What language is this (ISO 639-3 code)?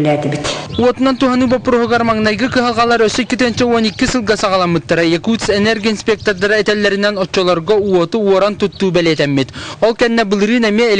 sah